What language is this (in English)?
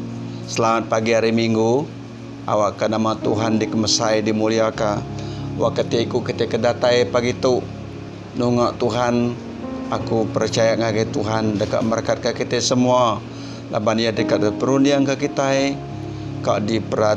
Iban